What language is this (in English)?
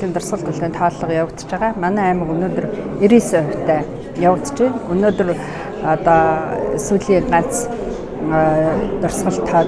Mongolian